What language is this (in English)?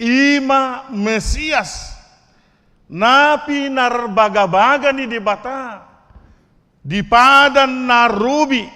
Batak Toba